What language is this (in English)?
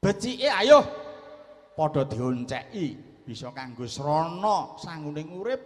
Javanese